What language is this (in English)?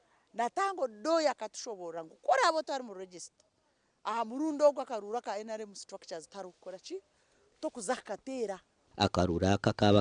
Nyankole